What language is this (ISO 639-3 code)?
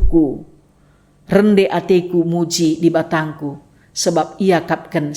btx